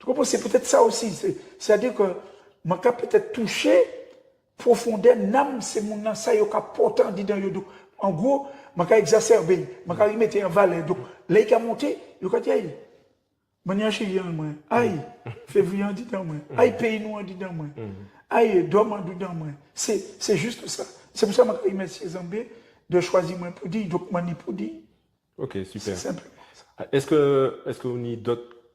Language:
Guadeloupean Creole French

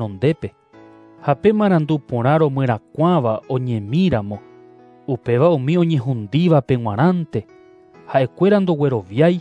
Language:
Guarani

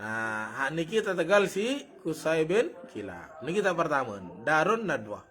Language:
Sasak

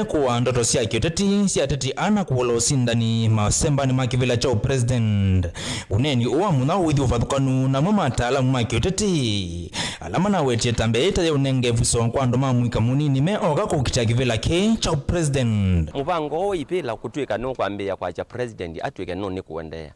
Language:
Kamba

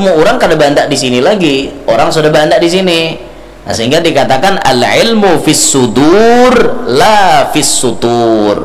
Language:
Banjar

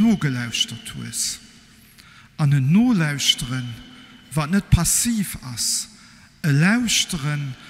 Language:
Luxembourgish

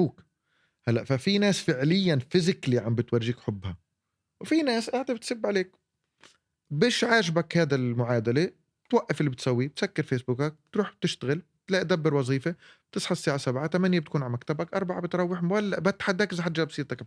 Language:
North Levantine Arabic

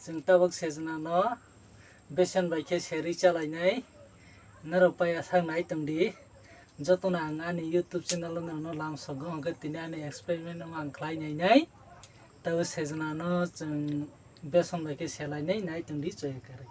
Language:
Kok Borok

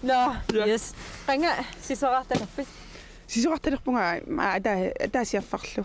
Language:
Kalaallisut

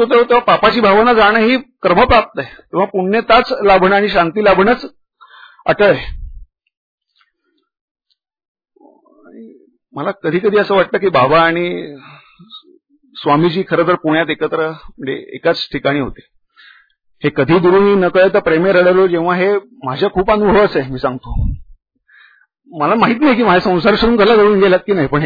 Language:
Marathi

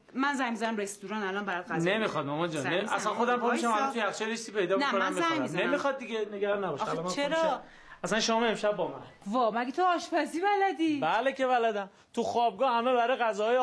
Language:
Persian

